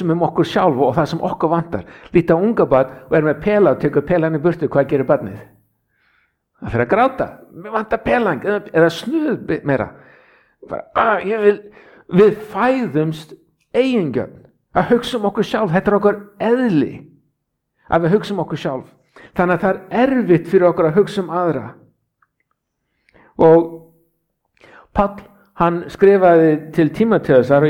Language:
Icelandic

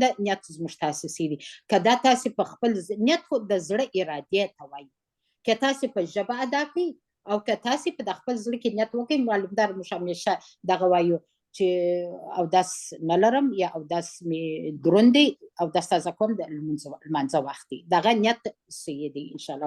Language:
Pashto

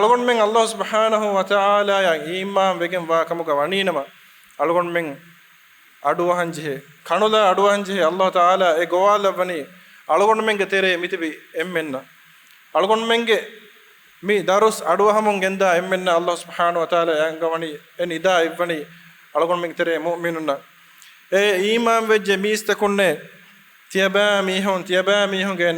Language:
Divehi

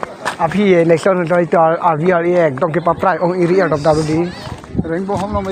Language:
Karbi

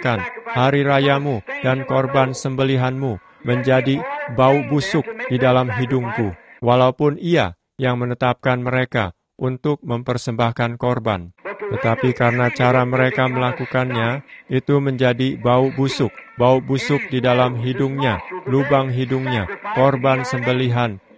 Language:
Indonesian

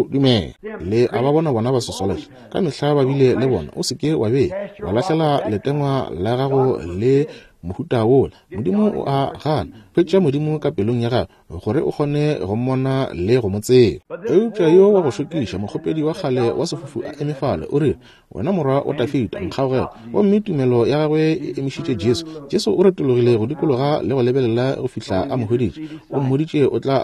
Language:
Northern Sotho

